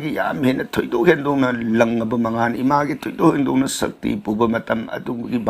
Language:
Manipuri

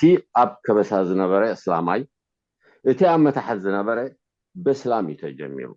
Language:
Tigrinya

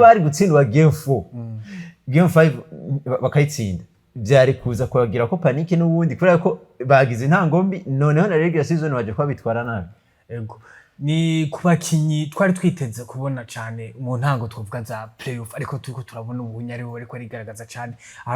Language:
Rundi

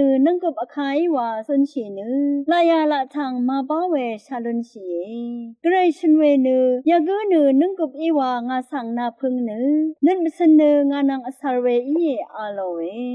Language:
Rawang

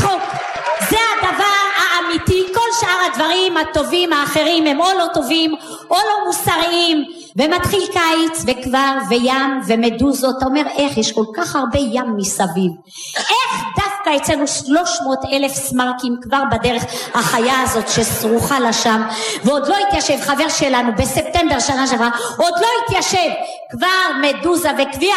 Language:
Hebrew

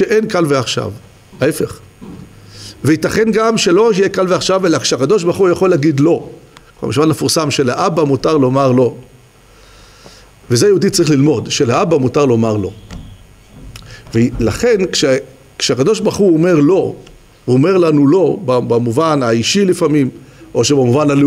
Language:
Hebrew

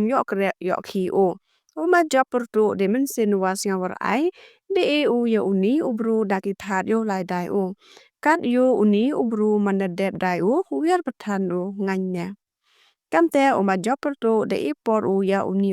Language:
Pnar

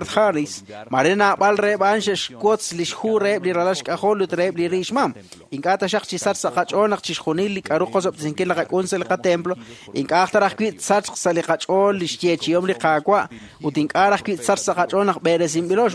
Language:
Kekchí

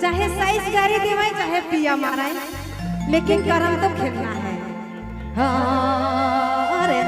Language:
Sadri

